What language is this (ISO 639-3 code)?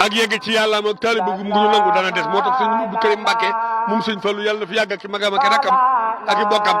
wol